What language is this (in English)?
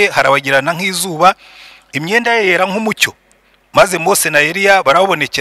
Kinyarwanda